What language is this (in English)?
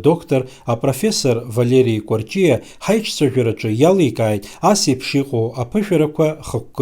Abkhazian